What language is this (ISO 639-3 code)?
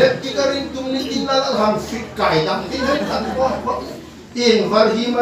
hmr